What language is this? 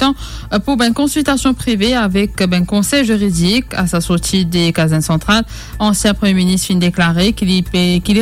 Morisyen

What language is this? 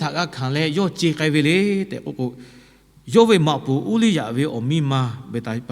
Lahu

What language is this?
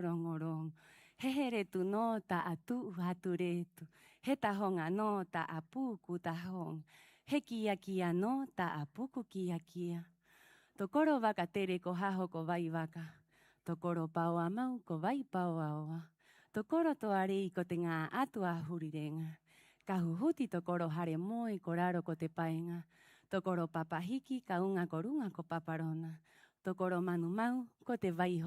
Rapanui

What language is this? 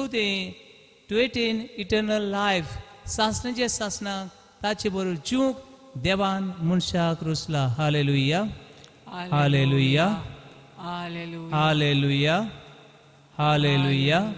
Konkani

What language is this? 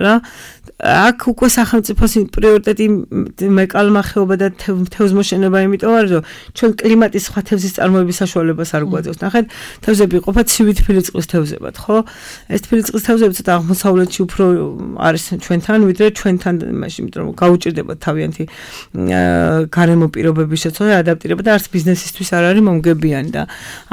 Georgian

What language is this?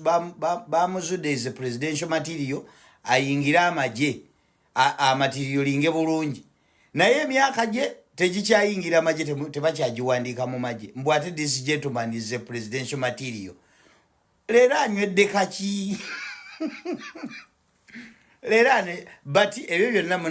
Ganda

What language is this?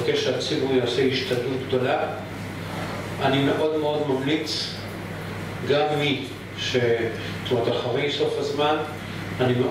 Hebrew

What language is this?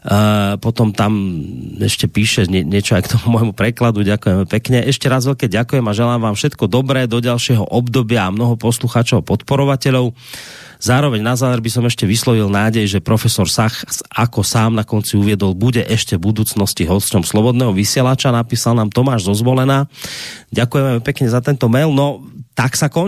Slovak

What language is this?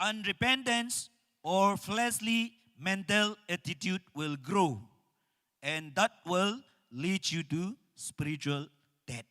Naga Pidgin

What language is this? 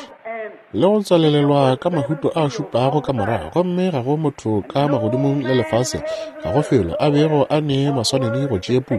Northern Sotho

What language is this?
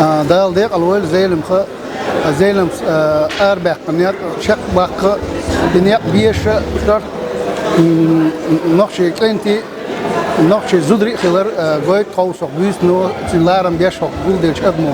Chechen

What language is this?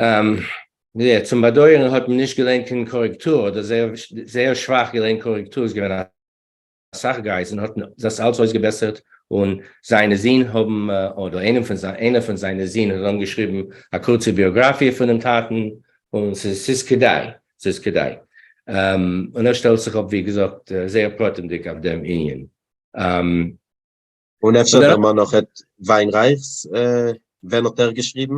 Yiddish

